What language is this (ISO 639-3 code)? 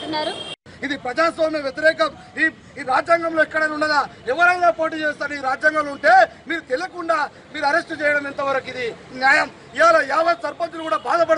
tel